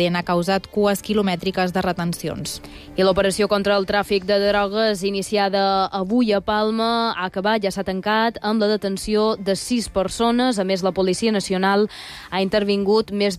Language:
Catalan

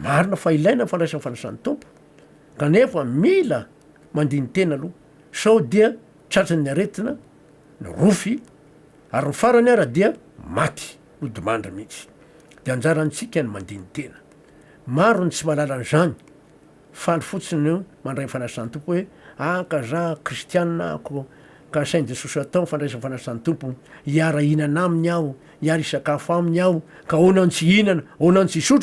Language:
Malagasy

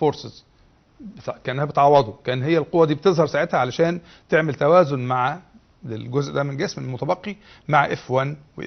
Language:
Egyptian Arabic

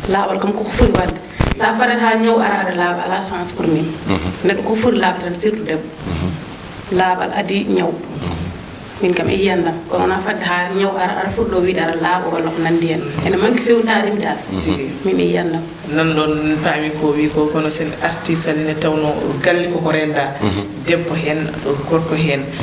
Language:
Fula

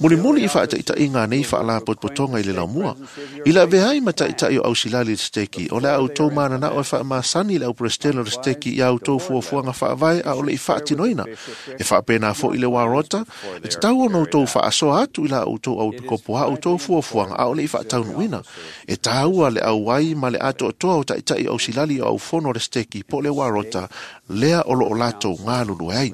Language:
Samoan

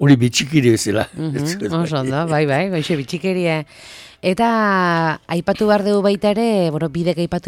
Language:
Basque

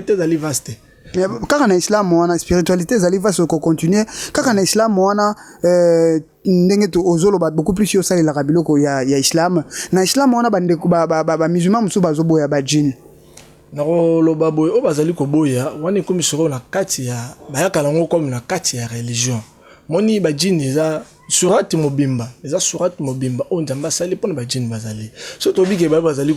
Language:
Lingala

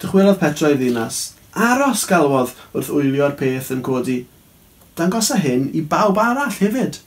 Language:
Welsh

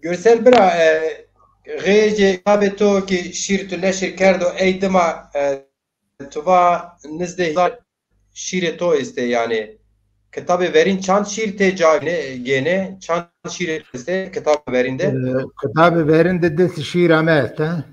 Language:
Zaza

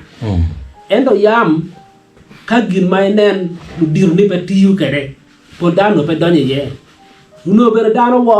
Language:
Acoli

